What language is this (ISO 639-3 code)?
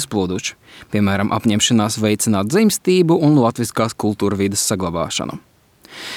lav